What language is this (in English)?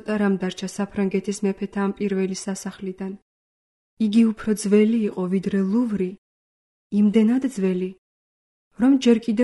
Georgian